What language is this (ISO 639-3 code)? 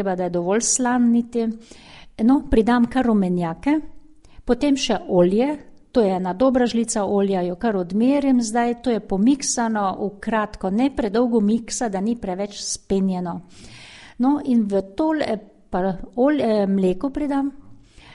slv